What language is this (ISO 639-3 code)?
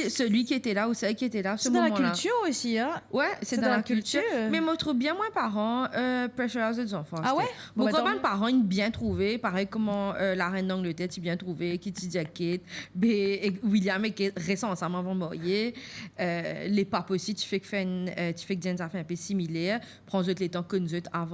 mfe